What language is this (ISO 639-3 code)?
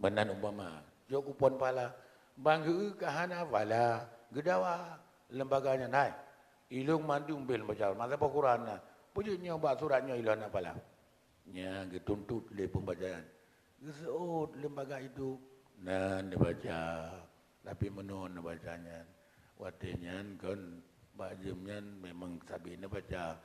ace